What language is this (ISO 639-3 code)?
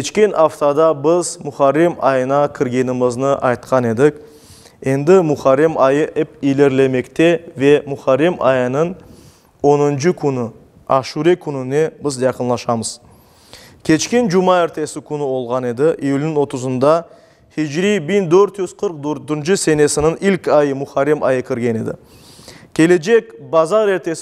crh